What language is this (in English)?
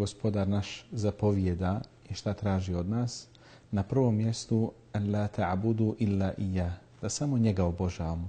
Bosnian